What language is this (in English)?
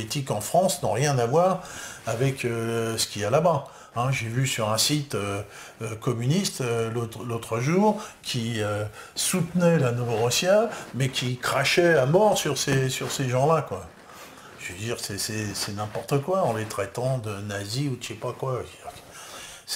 French